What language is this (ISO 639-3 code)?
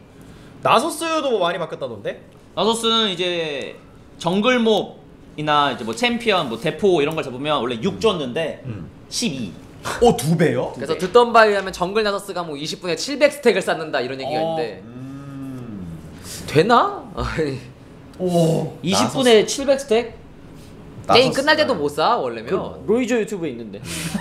kor